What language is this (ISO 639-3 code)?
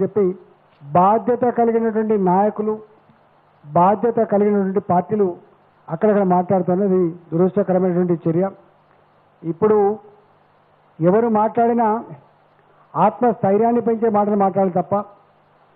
tel